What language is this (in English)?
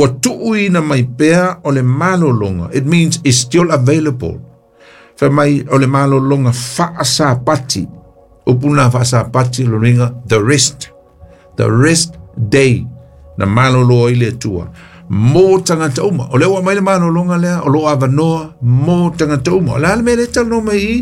Samoan